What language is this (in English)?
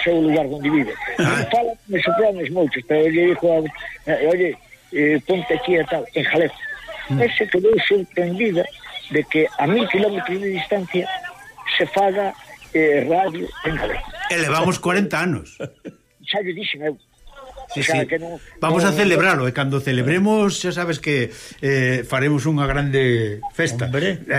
Galician